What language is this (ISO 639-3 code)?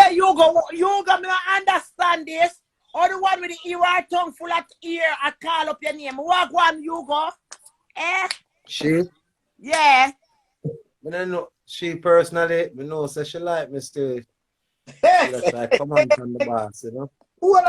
jam